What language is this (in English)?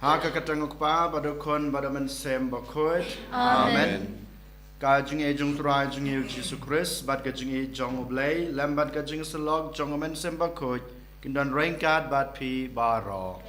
Khasi